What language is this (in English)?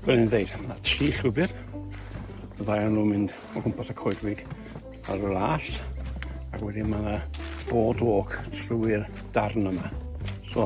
Welsh